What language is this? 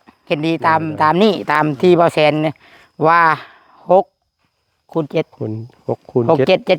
Northeastern Thai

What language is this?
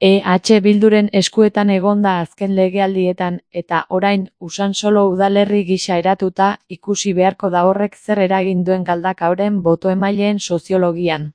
Basque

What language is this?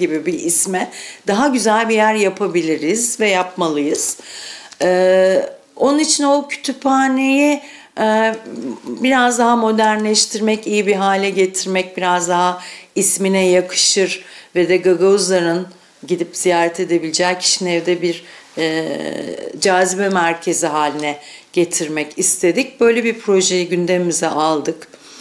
Gagauz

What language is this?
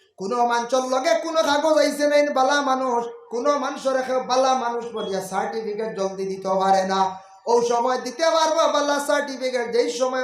Sylheti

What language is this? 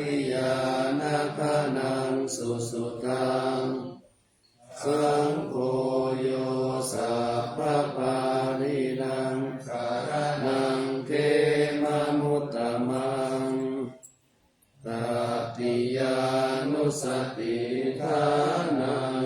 Pali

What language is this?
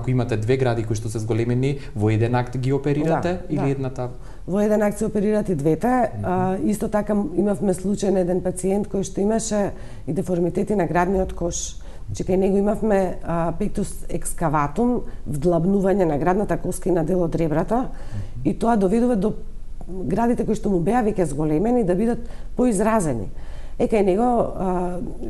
Macedonian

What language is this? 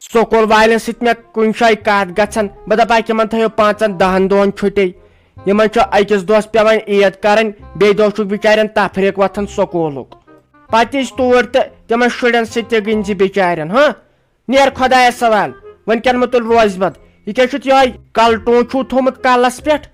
Kashmiri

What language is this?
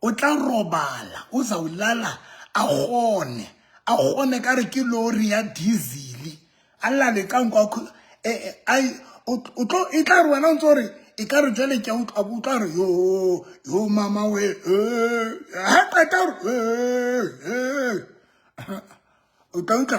Southern Sotho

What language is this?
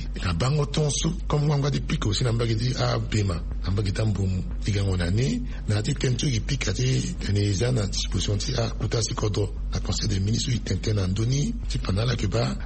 Sango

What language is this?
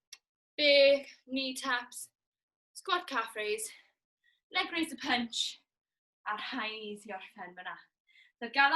Welsh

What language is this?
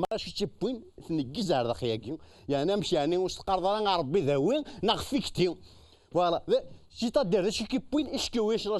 Kabyle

